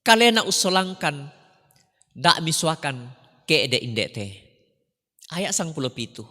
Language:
Toraja-Sa'dan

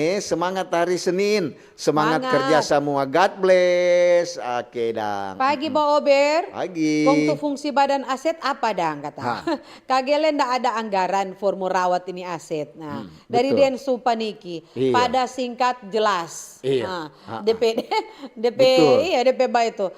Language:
Manado Malay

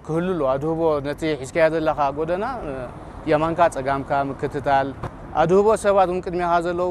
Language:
Tigrinya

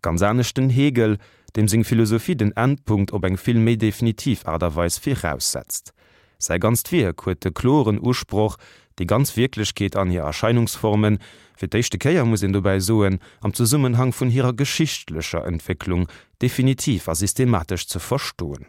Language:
Luxembourgish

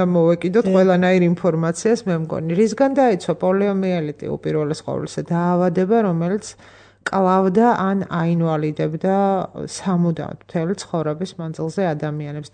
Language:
Georgian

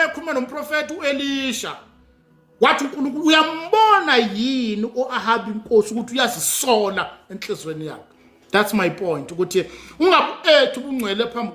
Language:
Zulu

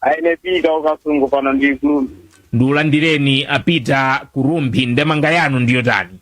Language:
Nyanja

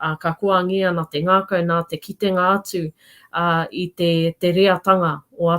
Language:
Māori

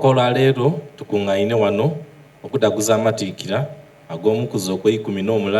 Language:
Soga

